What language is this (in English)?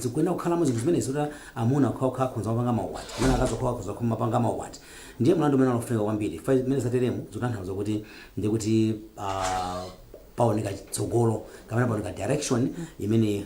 Nyanja